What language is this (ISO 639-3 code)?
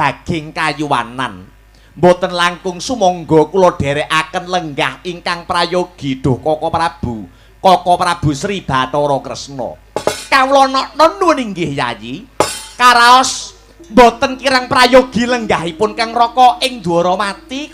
jav